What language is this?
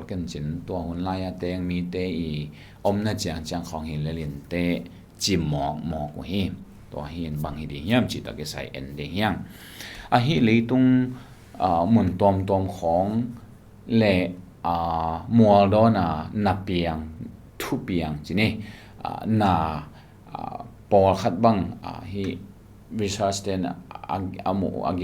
Tedim Chin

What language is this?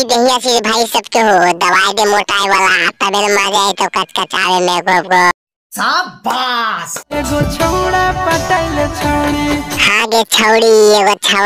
Magahi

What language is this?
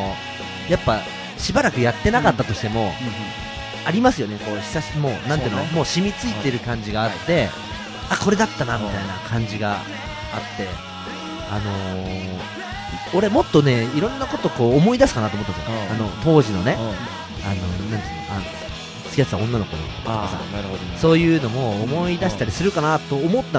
Japanese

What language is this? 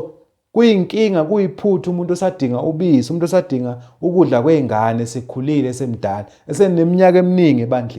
Zulu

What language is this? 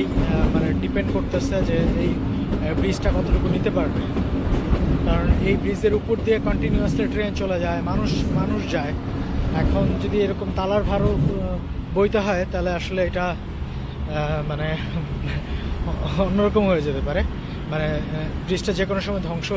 Bangla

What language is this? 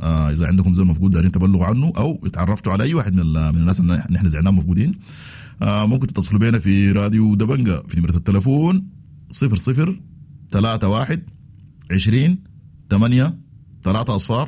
Sudanese Arabic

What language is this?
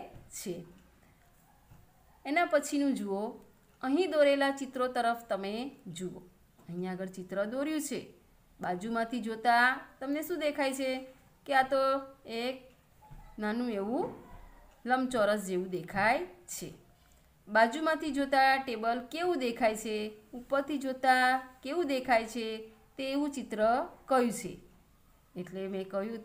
Gujarati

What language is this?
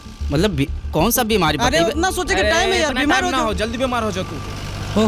Magahi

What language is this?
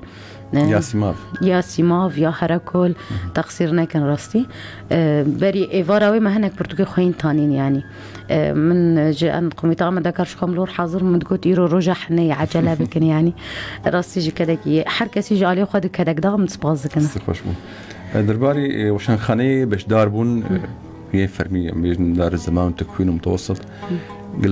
Kurdish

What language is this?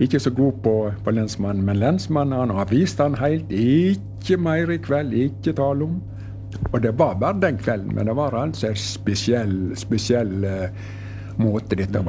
Norwegian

